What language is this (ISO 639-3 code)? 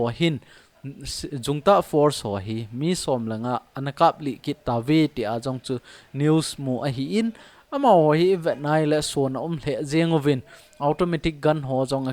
tcz